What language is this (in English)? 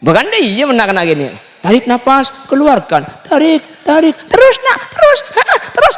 Madurese